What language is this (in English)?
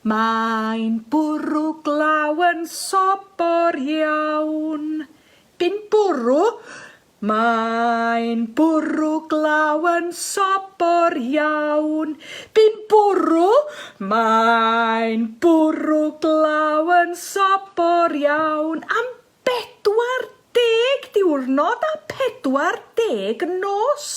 Welsh